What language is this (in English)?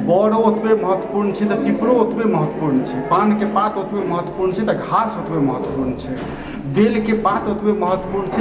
Maithili